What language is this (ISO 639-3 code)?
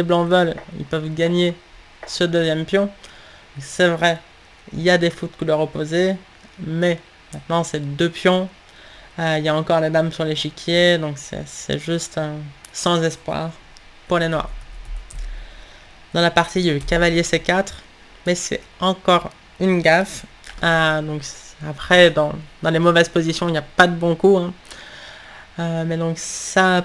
fra